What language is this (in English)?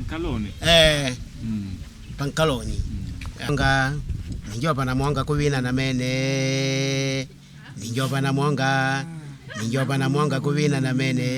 Makonde